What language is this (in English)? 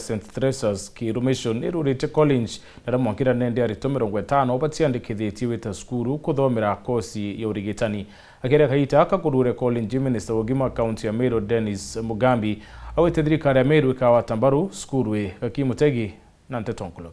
Meru